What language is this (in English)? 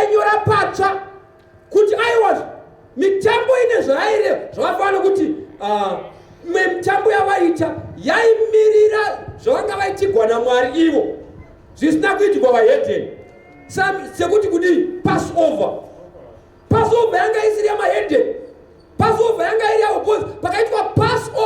Shona